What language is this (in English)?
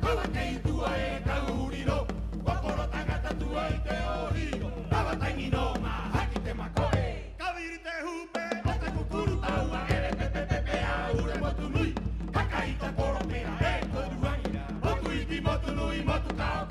Rapanui